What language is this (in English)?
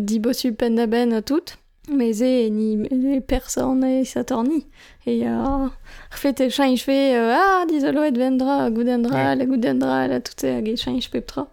Breton